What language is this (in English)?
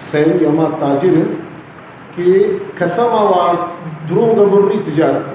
Baluchi